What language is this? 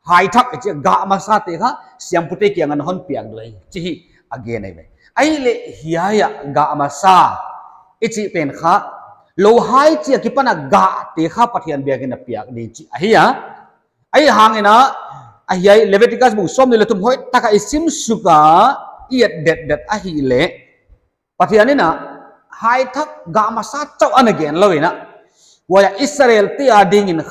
Paite Chin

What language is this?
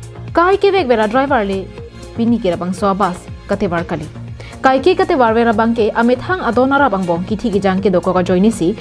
Karbi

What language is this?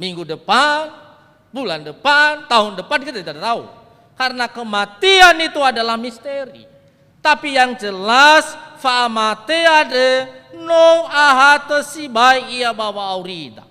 Nias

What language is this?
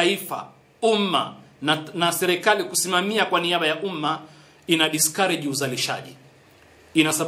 Swahili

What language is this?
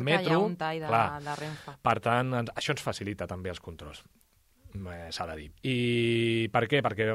Catalan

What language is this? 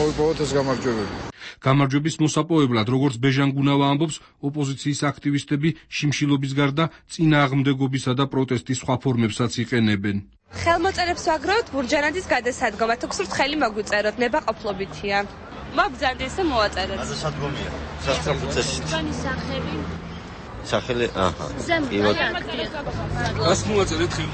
Georgian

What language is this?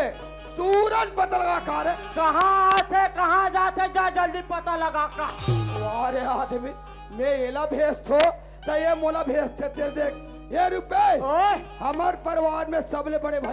Chhattisgarhi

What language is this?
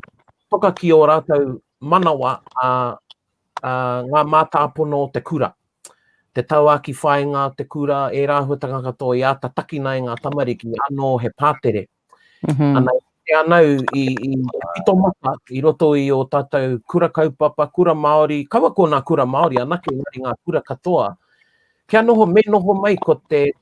Māori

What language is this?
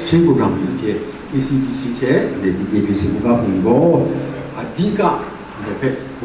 Kachin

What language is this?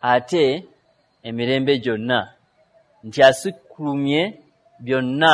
Ganda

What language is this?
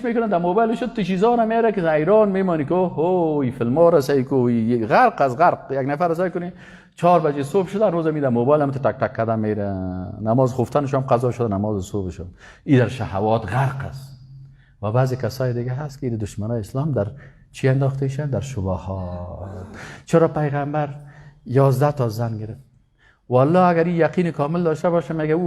Persian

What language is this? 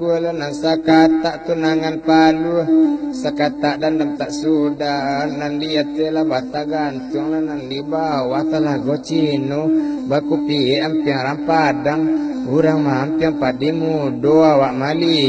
Minangkabau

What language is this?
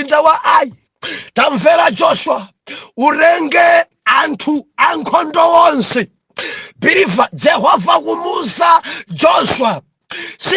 Nyanja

